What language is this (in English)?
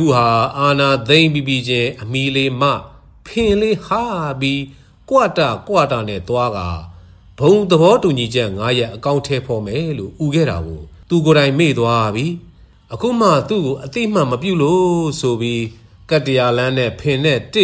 Burmese